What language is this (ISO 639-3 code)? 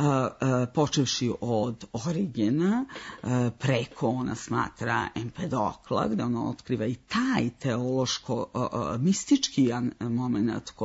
srp